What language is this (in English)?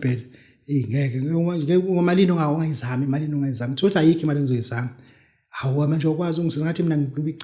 Zulu